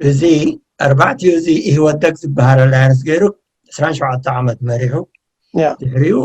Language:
Tigrinya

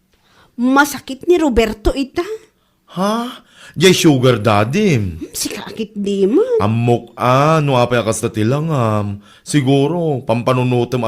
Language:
Iloko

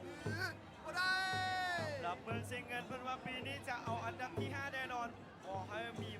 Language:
Lao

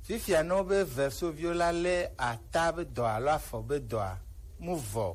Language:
Gen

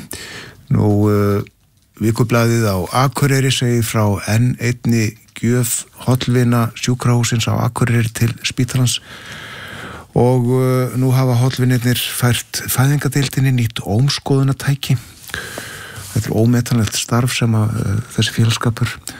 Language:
Icelandic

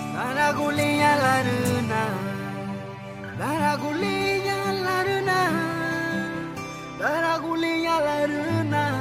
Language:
Garifuna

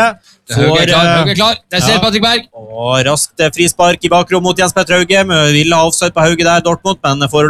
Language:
Norwegian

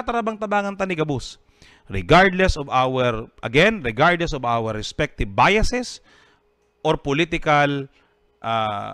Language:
Bikol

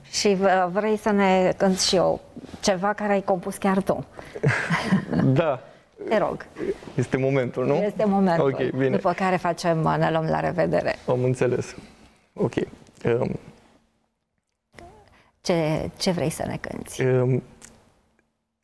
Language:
Romanian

